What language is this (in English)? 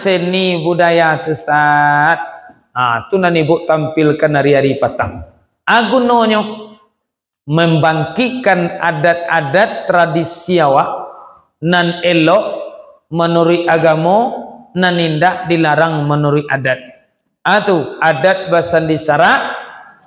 Minangkabau